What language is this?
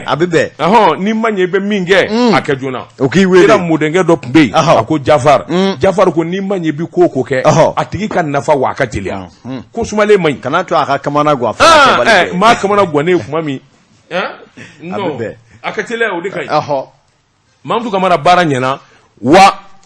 Bambara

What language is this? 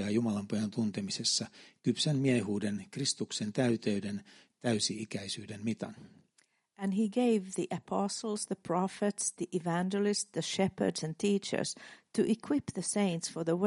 Finnish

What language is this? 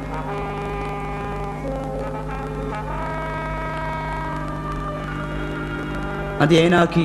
Divehi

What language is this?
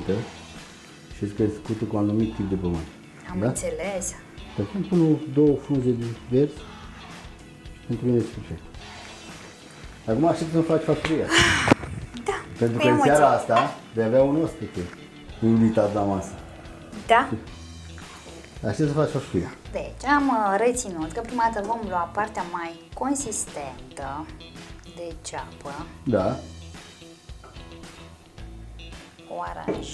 Romanian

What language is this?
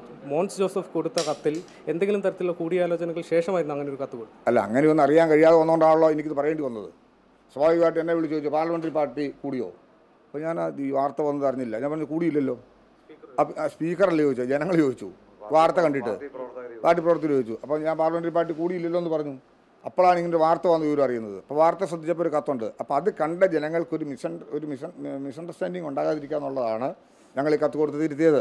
Malayalam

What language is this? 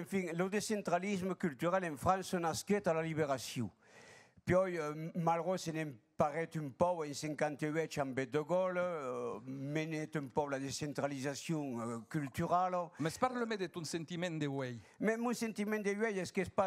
Occitan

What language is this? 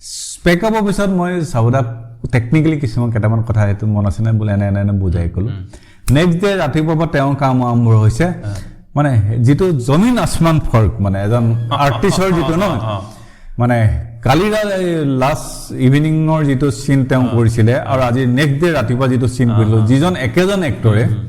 Assamese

